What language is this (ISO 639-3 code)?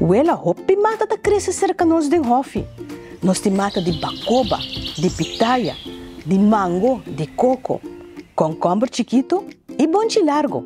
pap